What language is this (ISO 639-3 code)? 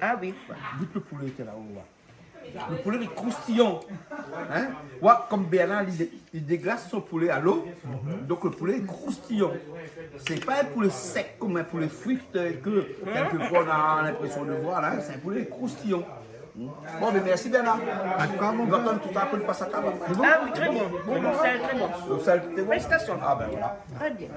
rcf